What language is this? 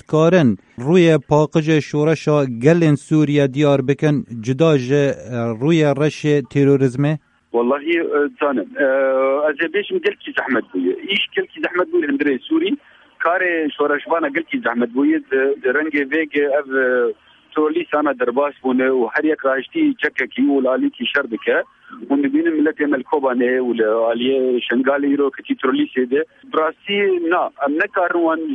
Kurdish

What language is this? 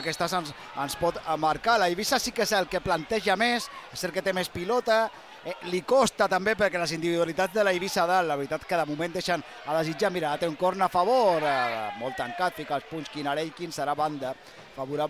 Catalan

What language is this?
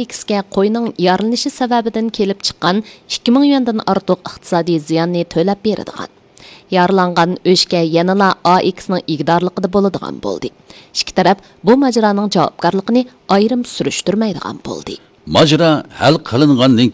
Uyghur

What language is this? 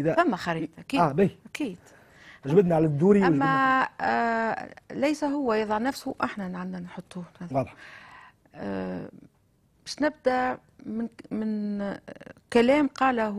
Tunisian Arabic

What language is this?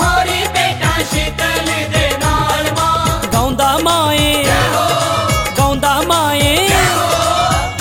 Punjabi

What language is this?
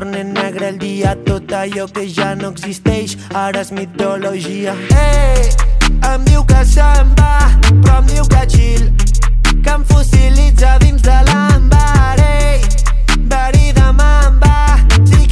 Catalan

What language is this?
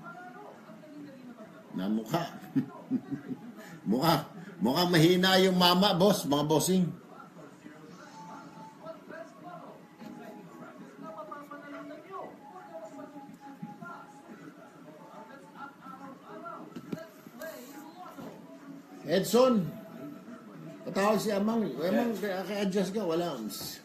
Filipino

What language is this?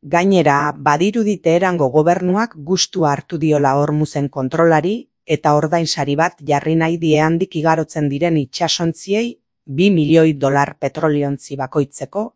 Basque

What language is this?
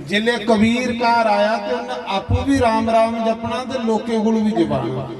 Dogri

